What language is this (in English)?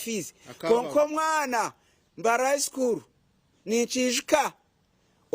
Nyankole